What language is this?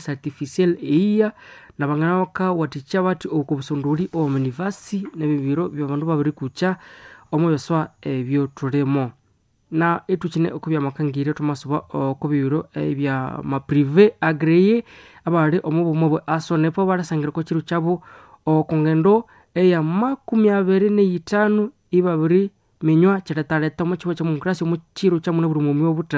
Nande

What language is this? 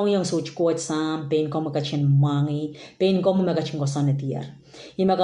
Pohnpeian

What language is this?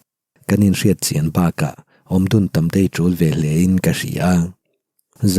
Mizo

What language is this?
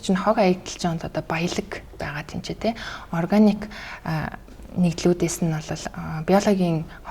Mongolian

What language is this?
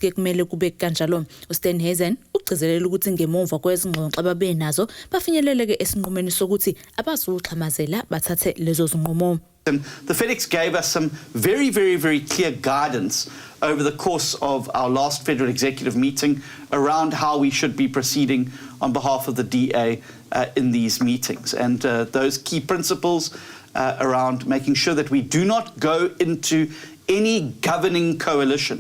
Zulu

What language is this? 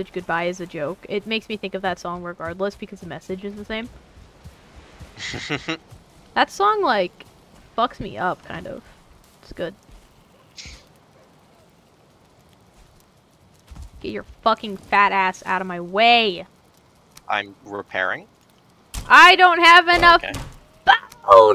English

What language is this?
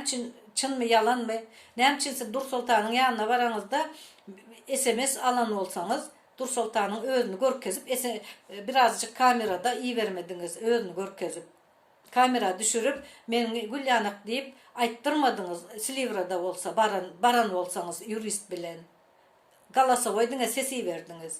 Turkmen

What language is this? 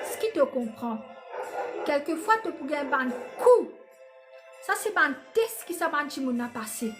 Morisyen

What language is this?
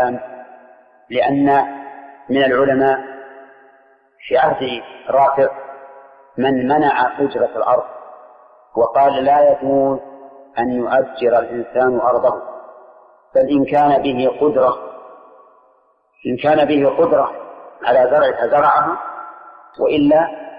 Arabic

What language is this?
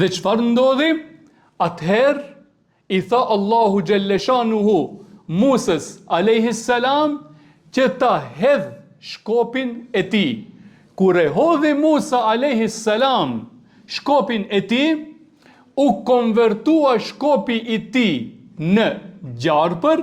Albanian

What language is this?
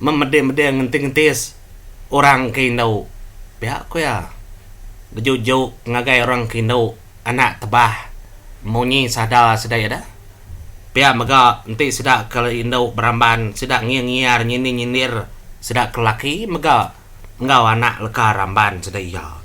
Iban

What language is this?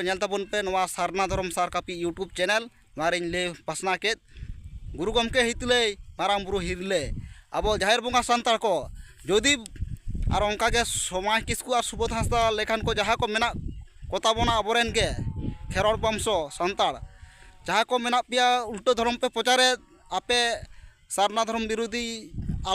Santali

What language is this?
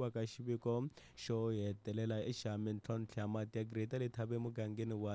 Tsonga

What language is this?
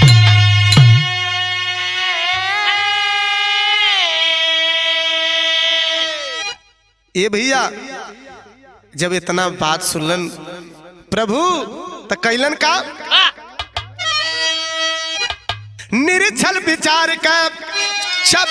Bhojpuri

